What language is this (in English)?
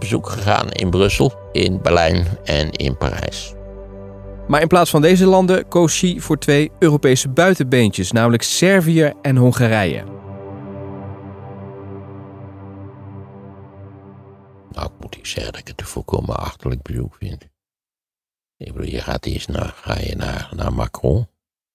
Dutch